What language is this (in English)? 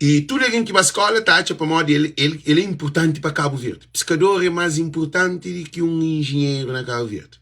Kabuverdianu